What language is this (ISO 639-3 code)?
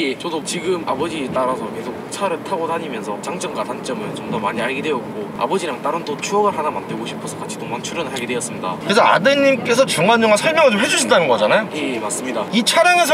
kor